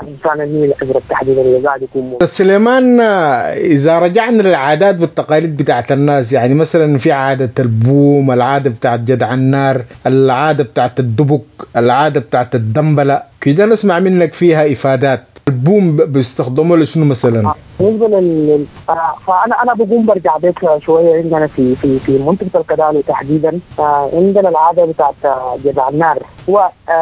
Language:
Sudanese Arabic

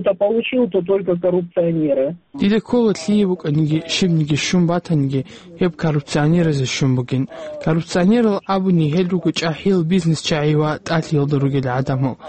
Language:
Avaric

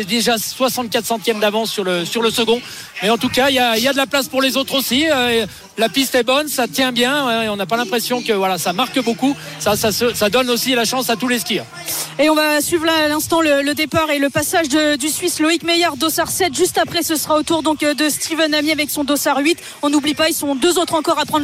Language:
French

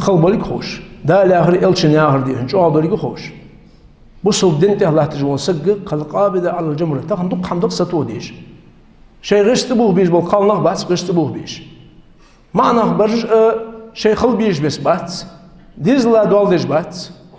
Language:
Ingush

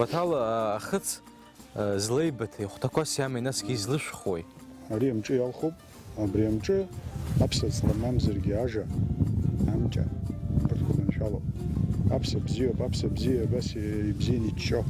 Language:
Abkhazian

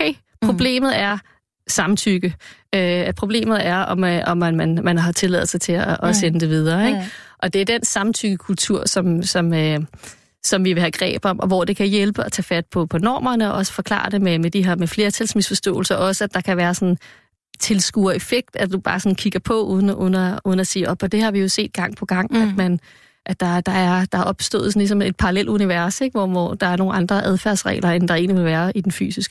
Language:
Danish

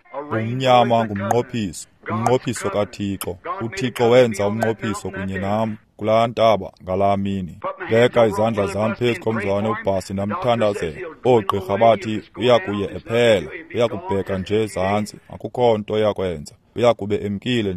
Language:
Xhosa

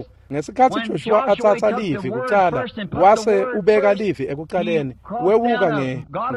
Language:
Swati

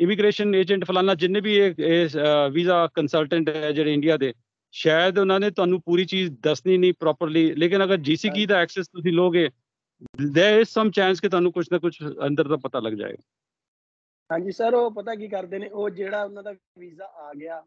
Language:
Punjabi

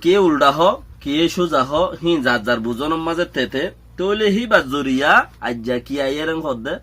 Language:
Rohingya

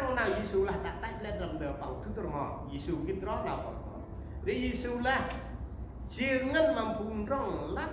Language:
Central Mnong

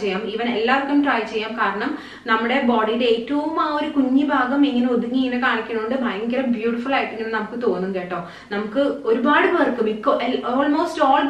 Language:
Malayalam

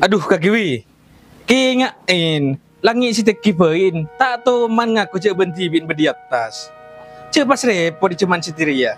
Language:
Madurese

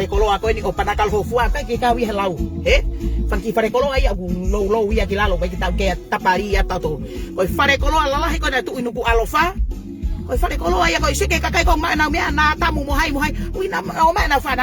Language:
Tongan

